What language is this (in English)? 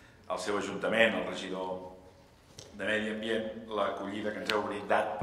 Catalan